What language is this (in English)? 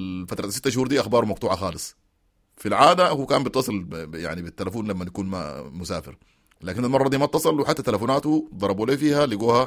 Sudanese Arabic